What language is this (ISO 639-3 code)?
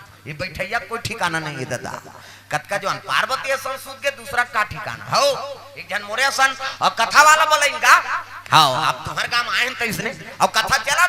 hne